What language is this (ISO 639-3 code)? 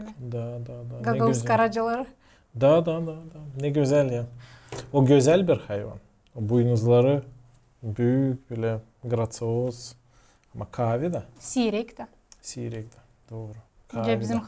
gag